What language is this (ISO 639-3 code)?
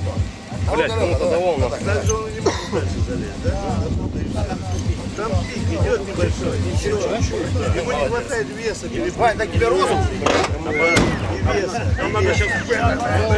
rus